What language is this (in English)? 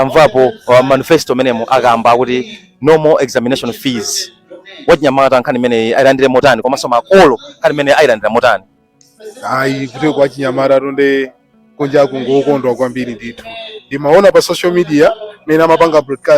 Nyanja